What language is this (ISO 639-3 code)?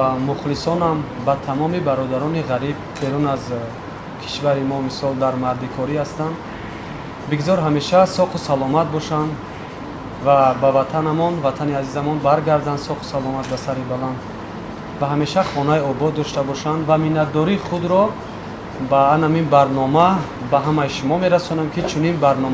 tgk